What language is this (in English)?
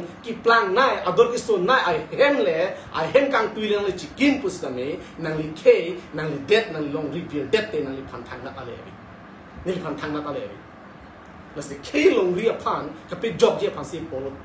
Karbi